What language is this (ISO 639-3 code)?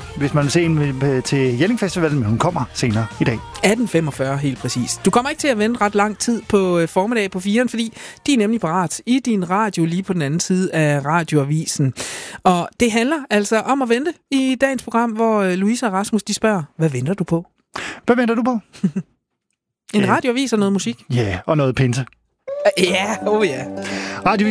dan